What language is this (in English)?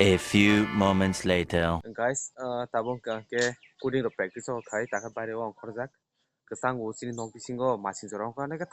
Kok Borok